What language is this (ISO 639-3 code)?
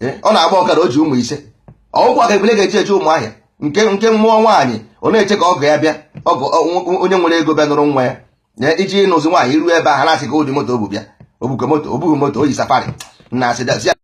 ibo